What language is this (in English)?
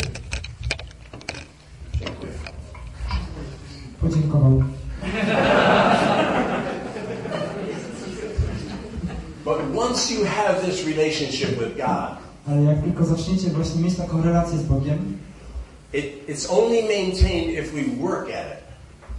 Polish